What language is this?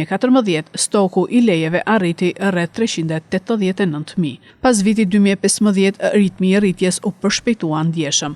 Albanian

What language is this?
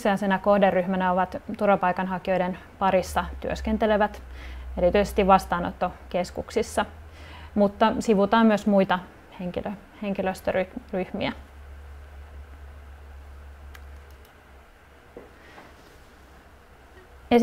Finnish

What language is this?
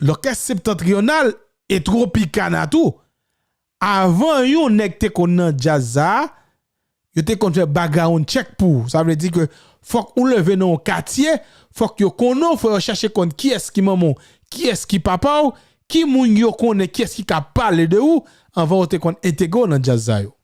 Haitian Creole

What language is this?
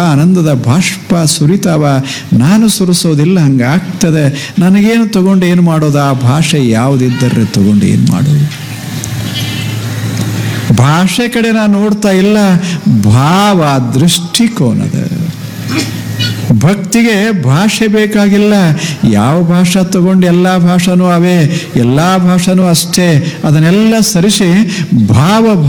Kannada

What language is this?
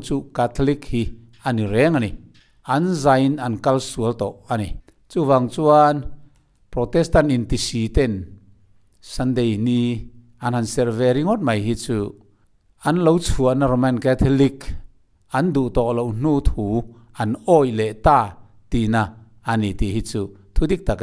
Mizo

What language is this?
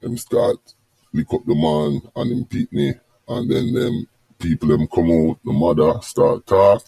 Jamaican Creole English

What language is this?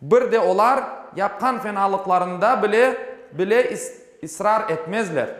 Crimean Tatar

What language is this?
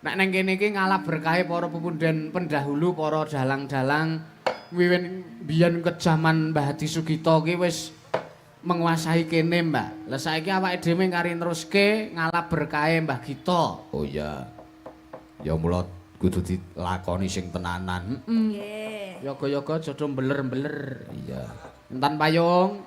Javanese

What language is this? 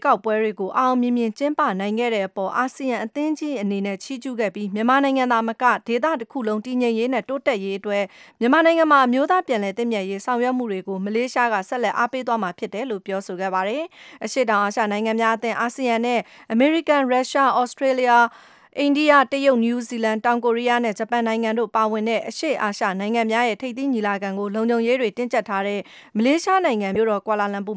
Burmese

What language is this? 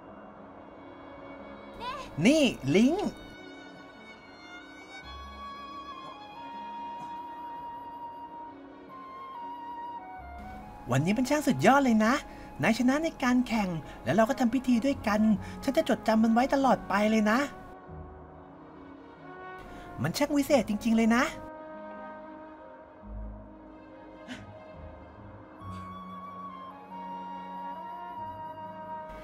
Thai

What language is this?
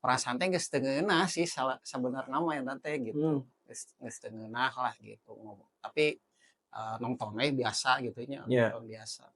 Sundanese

